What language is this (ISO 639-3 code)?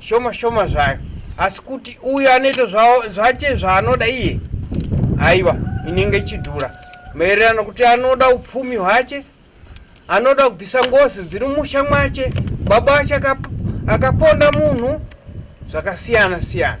sna